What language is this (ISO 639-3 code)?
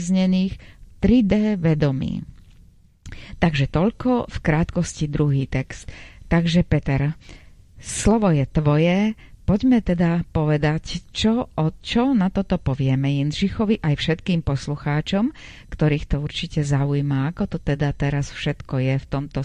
slk